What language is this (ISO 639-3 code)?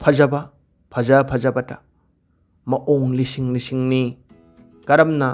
mni